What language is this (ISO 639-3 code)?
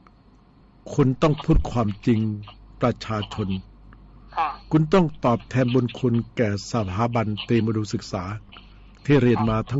tha